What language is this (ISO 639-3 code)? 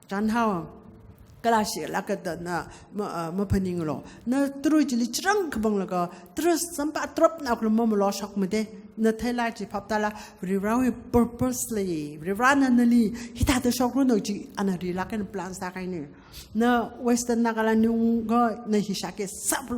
nmf